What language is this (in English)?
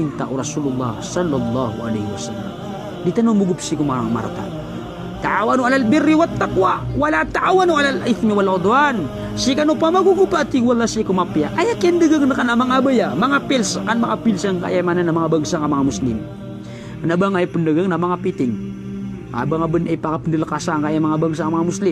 Maranao